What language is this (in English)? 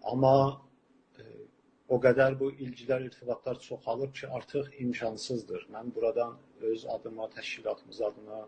South Azerbaijani